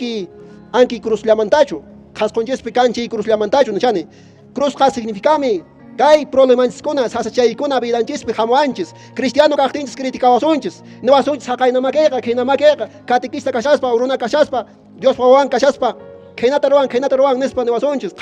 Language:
Quechua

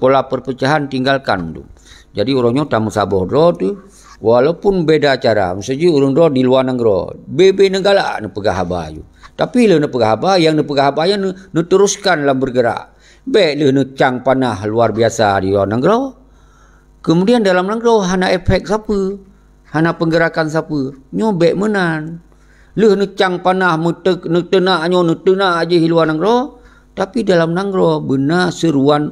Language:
Achinese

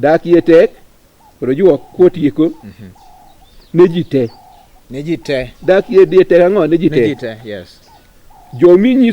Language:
Luo (Kenya and Tanzania)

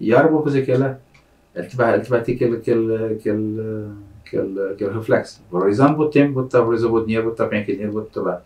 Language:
Kabuverdianu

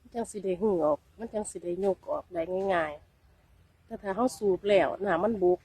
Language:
Northeastern Thai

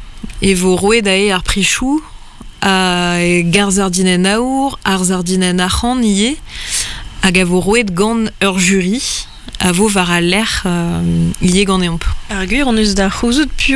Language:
Breton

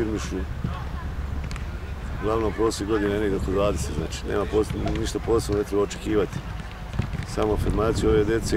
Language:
Serbian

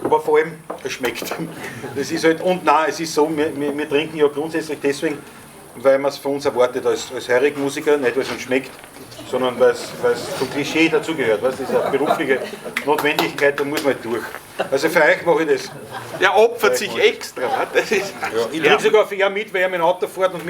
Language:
Bavarian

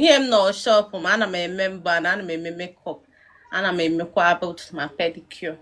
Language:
Igbo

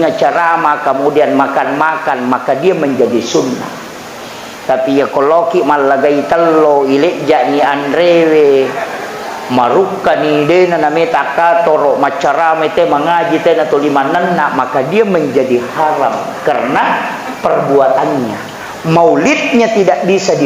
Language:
Buginese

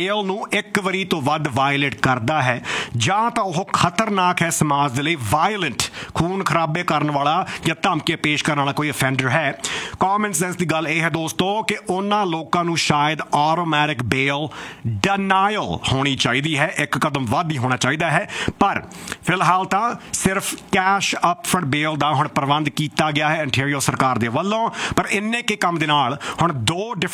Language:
Punjabi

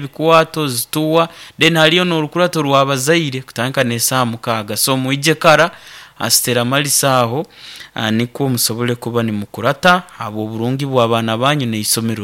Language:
Nyankole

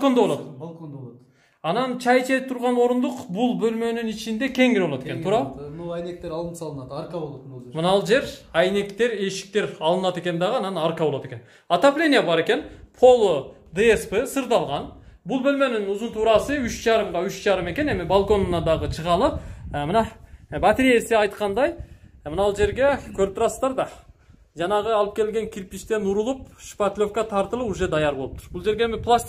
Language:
Kyrgyz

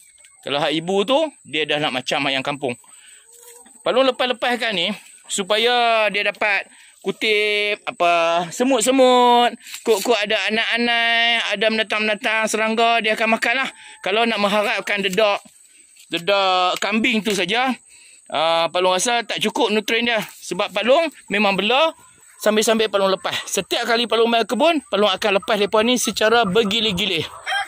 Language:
Malay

